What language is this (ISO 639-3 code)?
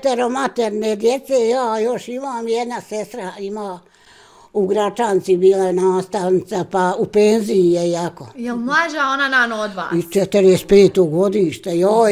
bos